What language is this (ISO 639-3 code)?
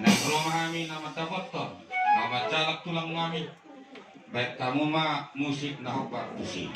bbc